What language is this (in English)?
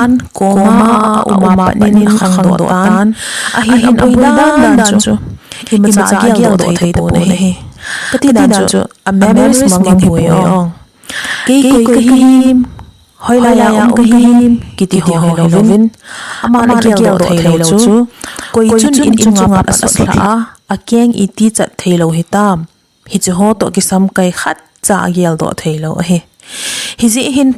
Thado Chin